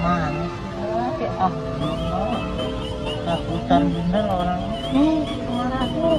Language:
Betawi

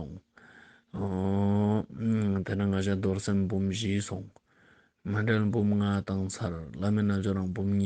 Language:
Ladakhi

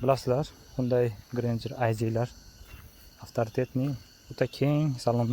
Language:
Uzbek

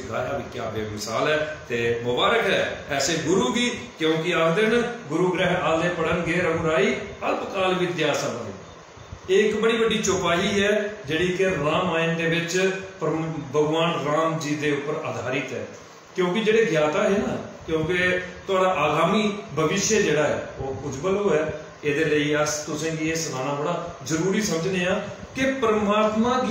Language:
Dogri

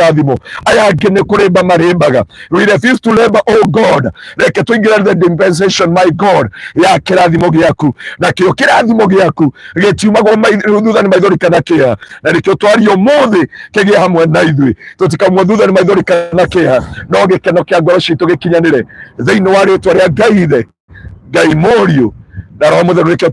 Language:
Kikuyu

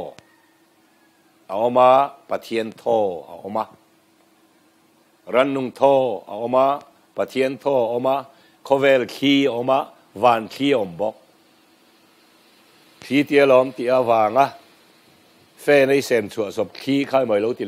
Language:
Mizo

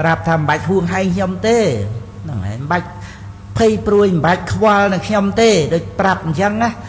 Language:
Khmer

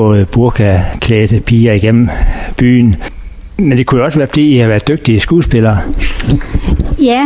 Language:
Danish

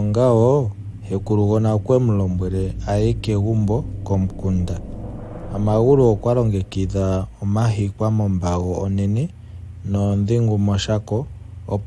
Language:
Ndonga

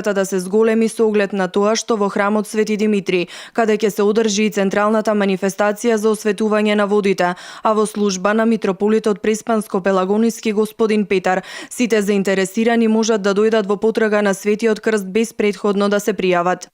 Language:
Macedonian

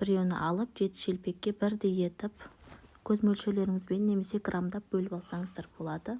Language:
Kazakh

